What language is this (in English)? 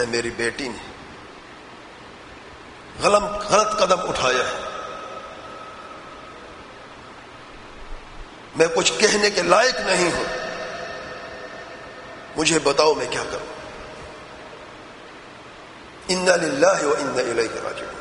Urdu